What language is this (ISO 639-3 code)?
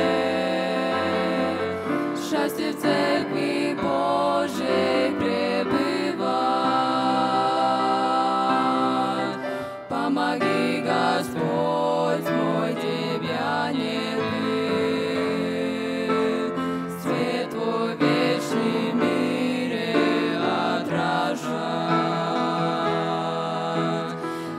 rus